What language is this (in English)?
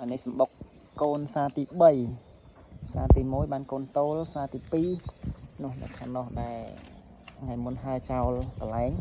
Khmer